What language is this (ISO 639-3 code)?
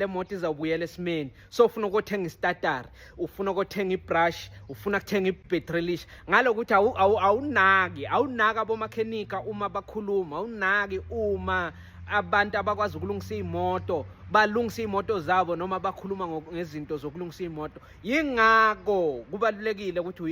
zul